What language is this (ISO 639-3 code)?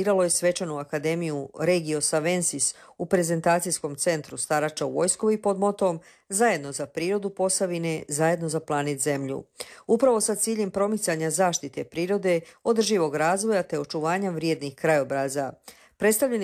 hrv